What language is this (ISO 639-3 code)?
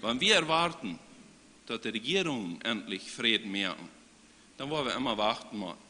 pdt